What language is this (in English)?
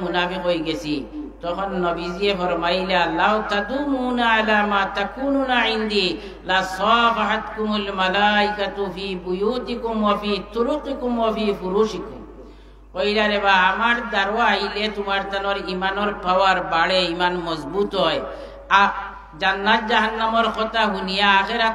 Sylheti